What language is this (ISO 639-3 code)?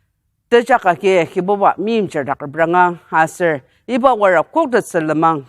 njo